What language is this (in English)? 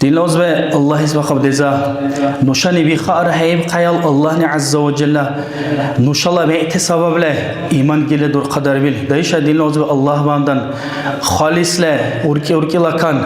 Dargwa